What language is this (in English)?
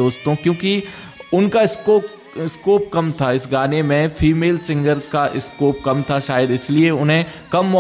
Hindi